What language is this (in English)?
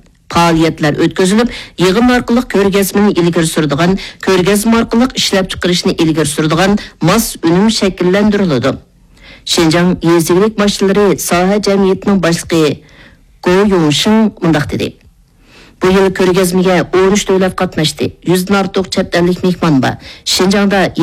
Uyghur